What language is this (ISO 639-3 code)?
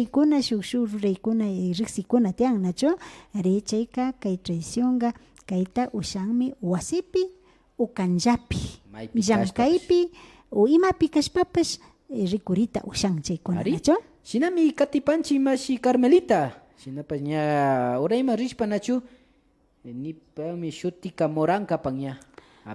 qvi